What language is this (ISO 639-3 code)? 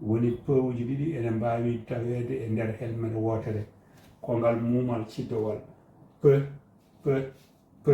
ful